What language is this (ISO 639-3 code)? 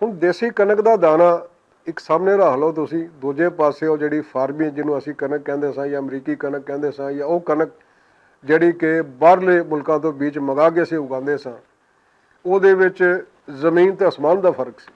lah